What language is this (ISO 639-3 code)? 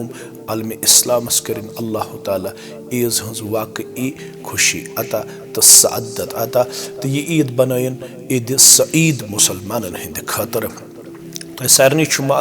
kas